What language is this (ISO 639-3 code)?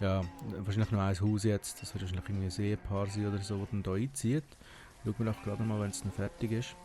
gsw